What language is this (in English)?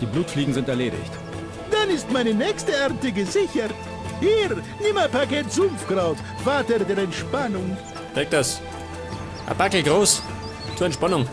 Bavarian